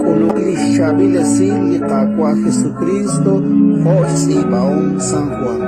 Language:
Kekchí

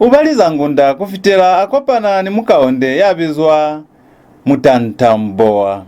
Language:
Lozi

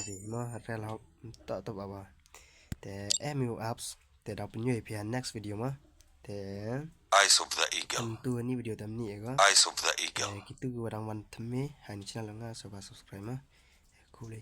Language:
Khasi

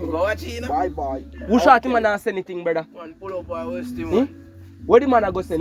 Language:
Jamaican Creole English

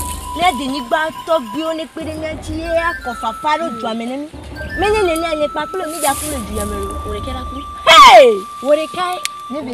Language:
Ewe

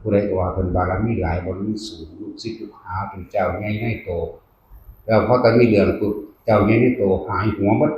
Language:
Northeastern Thai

